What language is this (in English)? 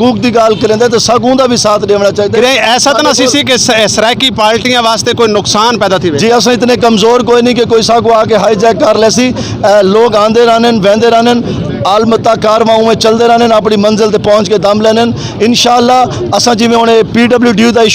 Saraiki